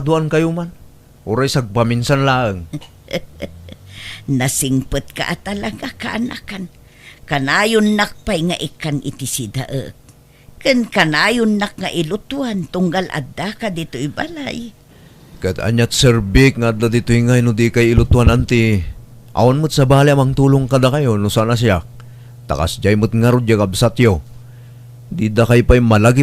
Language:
Iloko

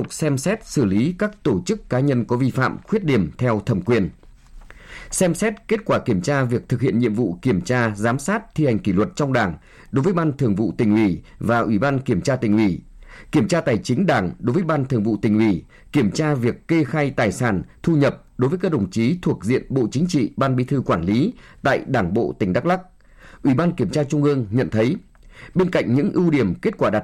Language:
Vietnamese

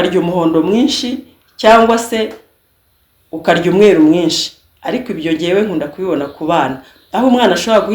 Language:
Kinyarwanda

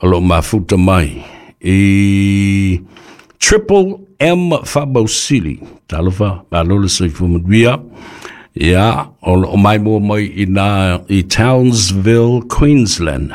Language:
Samoan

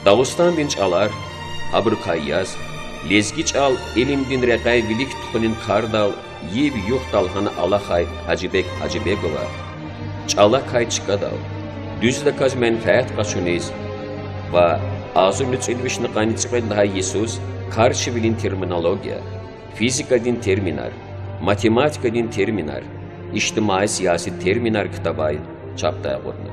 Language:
Lezghian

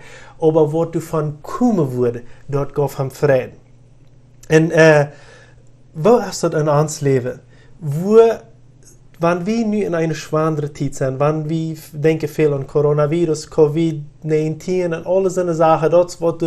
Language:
Plautdietsch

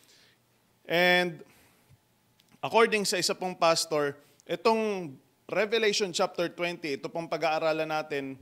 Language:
Filipino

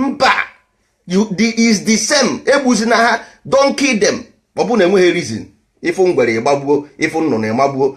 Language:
Igbo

